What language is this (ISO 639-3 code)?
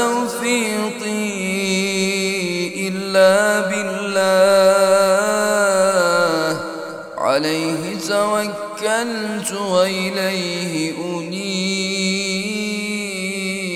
ara